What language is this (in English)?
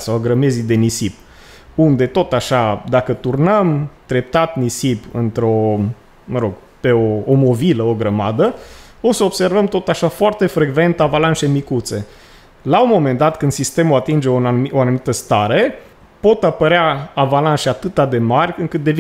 Romanian